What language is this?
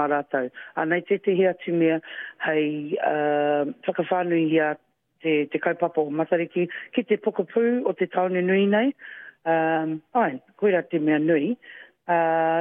Māori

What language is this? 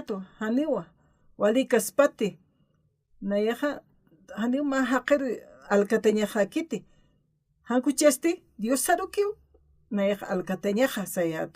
Aymara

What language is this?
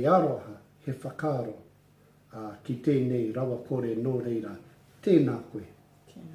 Māori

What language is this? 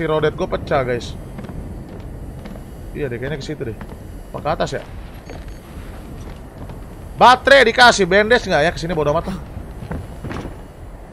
Indonesian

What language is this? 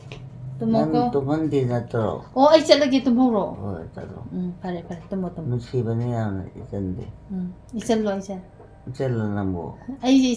Manipuri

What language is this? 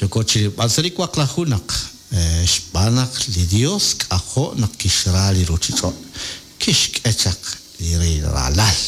Kekchí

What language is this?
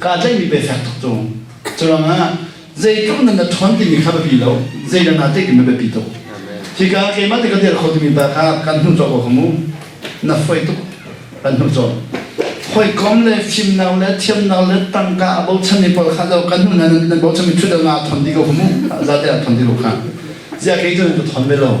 Hakha Chin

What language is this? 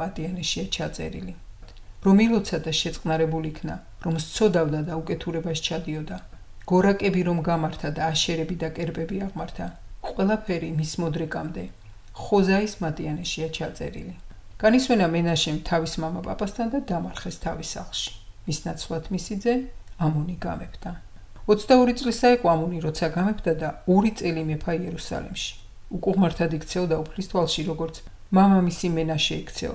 Georgian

